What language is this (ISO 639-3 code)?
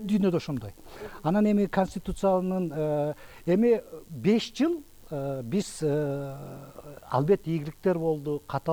kir